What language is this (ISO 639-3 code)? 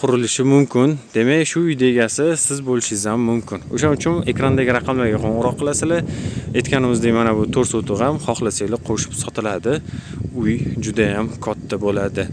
uzb